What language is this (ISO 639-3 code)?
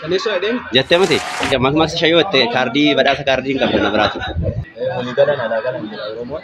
orm